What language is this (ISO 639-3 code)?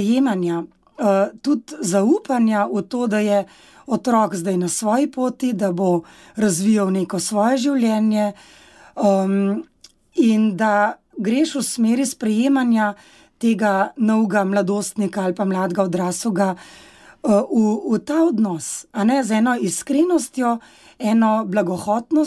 slv